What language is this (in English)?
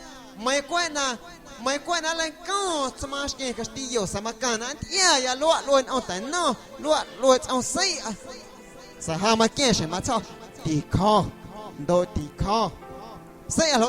Guerrero Amuzgo